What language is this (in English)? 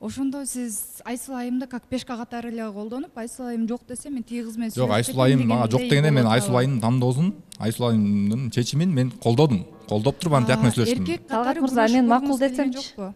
Kyrgyz